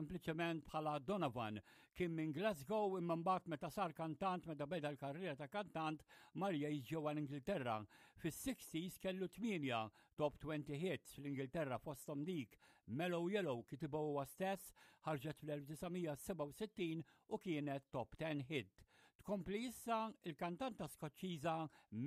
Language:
Maltese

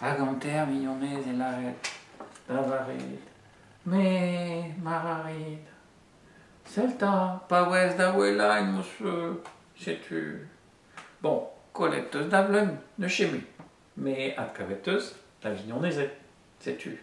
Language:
Breton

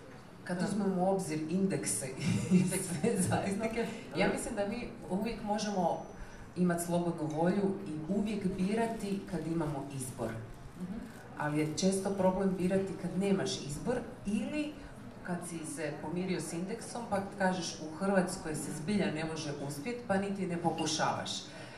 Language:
Croatian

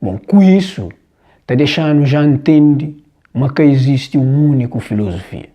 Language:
Kabuverdianu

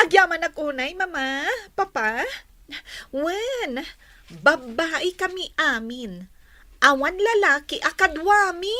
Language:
Iloko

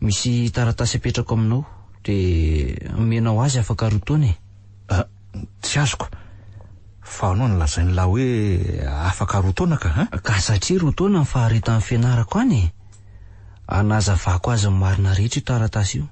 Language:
Malagasy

